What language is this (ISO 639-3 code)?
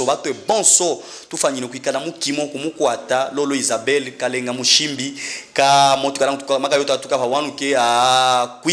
lub